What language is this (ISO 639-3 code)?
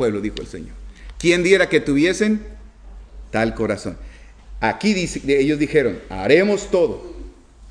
spa